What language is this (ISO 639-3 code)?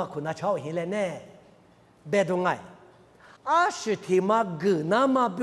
lis